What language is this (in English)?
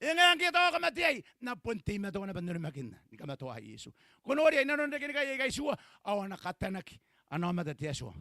Gilbertese